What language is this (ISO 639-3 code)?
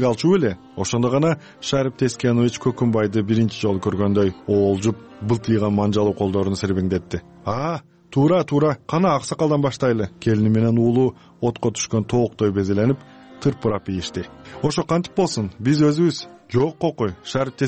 kir